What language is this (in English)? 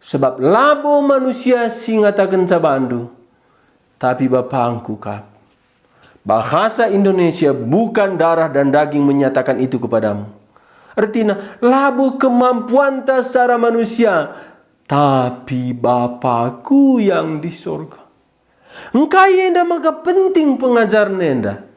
Batak Karo